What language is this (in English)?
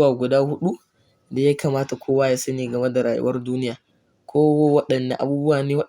Hausa